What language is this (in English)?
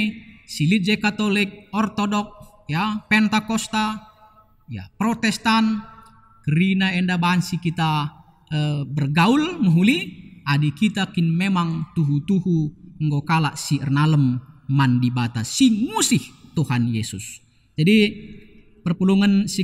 Batak Karo